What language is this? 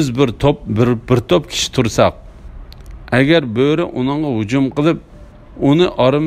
Uyghur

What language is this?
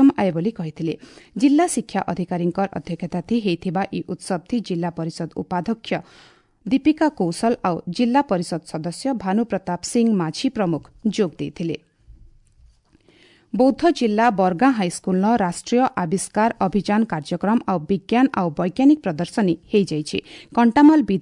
Odia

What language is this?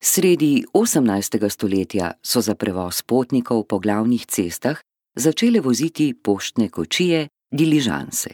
Slovenian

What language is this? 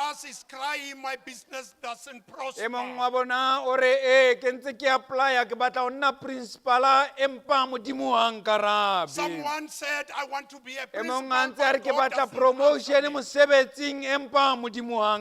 Southern Sotho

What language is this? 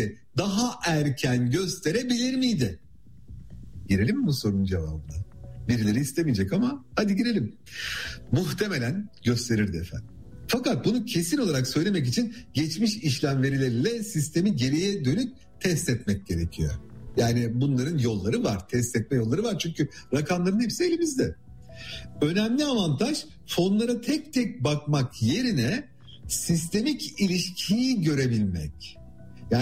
Turkish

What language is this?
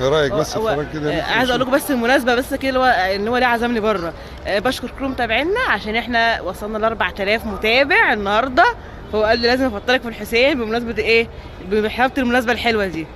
Egyptian Arabic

